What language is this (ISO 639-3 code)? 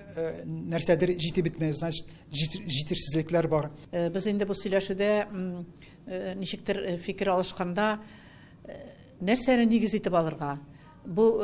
tat